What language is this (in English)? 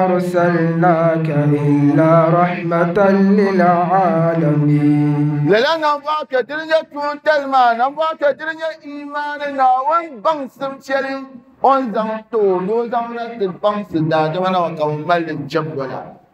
Dagbani